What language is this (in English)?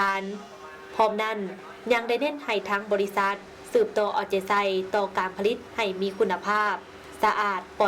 Lao